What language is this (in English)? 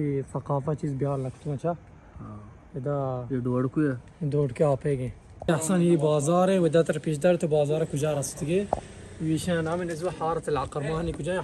Baluchi